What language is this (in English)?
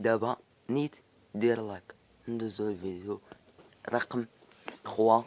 Moroccan Arabic